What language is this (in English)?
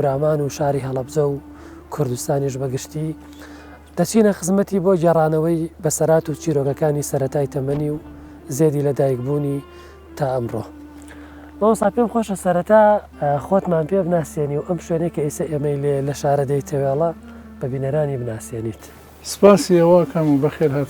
Central Kurdish